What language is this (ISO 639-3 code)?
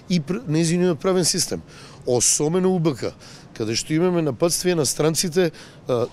mkd